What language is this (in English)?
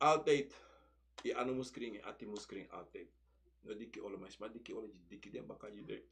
Sranan Tongo